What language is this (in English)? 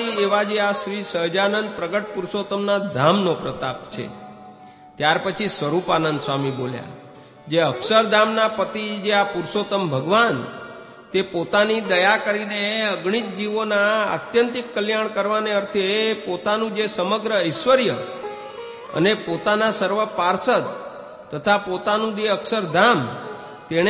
Gujarati